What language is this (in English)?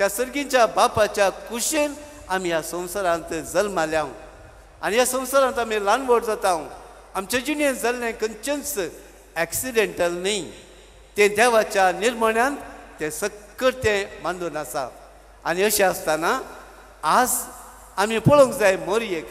Konkani